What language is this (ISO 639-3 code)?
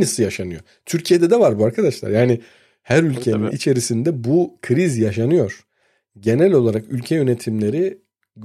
tur